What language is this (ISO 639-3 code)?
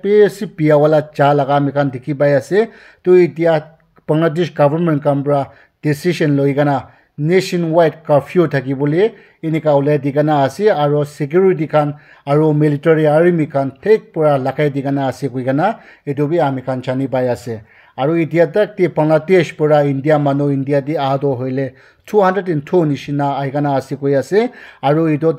nag